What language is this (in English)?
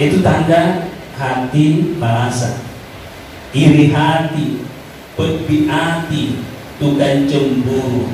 Buginese